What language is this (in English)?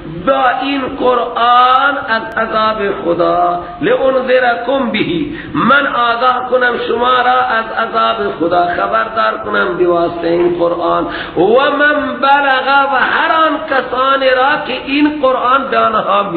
Persian